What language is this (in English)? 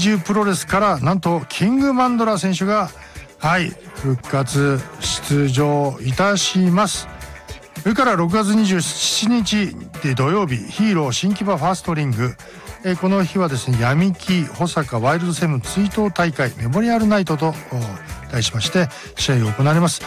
Japanese